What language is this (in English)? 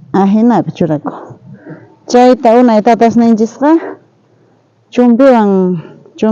South Bolivian Quechua